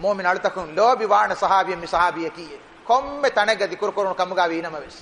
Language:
Divehi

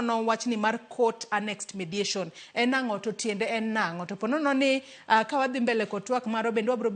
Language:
Luo (Kenya and Tanzania)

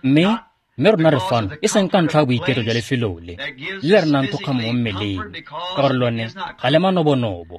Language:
Tswana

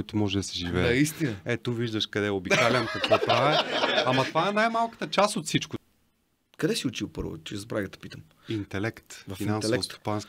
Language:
Bulgarian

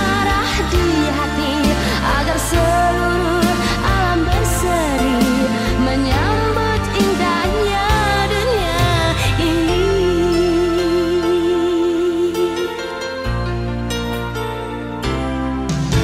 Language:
Indonesian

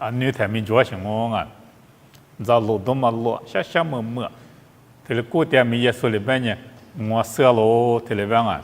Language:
Lisu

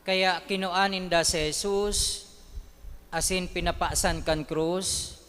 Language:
Bikol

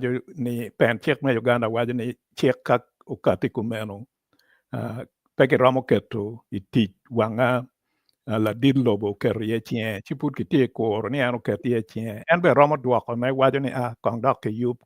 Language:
Acoli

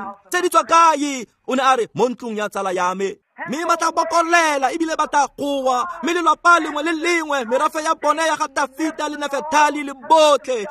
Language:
Tswana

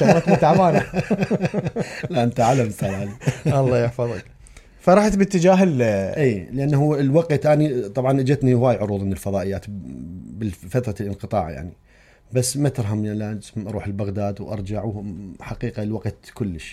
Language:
Mesopotamian Arabic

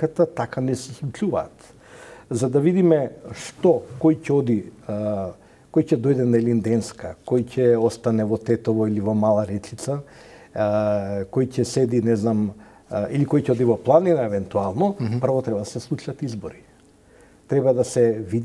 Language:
Macedonian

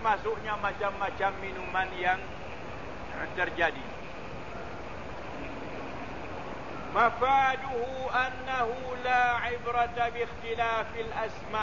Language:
Malay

